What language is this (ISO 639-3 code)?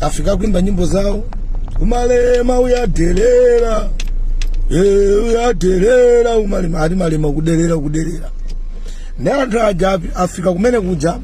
nya